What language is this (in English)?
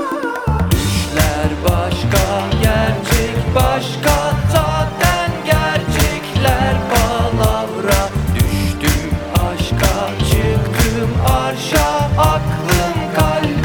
Turkish